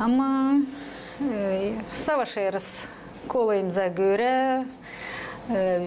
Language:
Gagauz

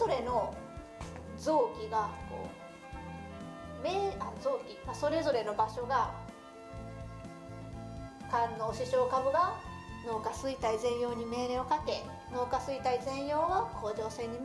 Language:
Japanese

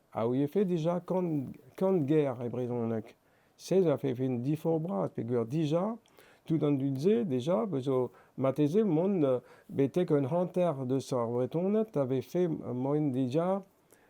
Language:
Breton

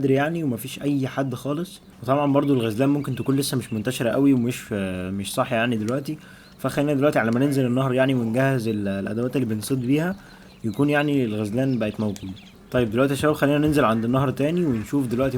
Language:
Egyptian Arabic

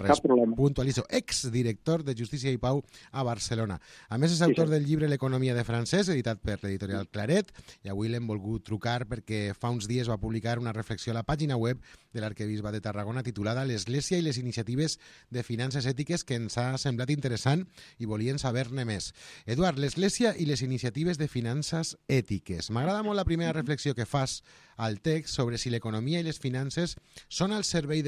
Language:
Catalan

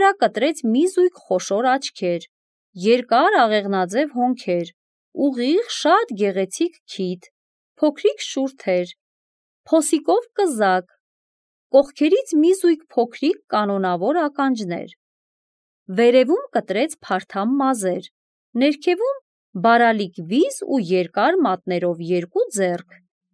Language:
Armenian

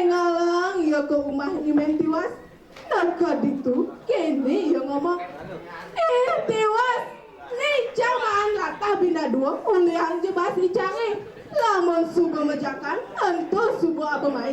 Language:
Balinese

